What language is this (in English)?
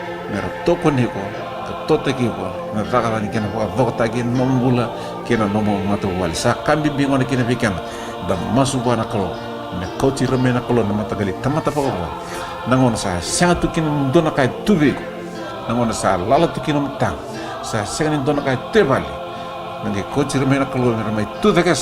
Fijian